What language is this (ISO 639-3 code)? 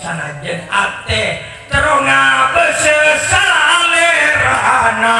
mad